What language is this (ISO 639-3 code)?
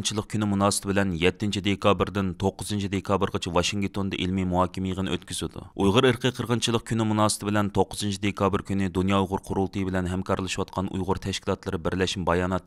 uig